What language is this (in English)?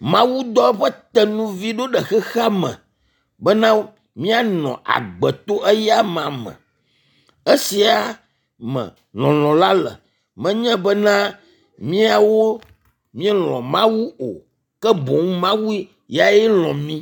Ewe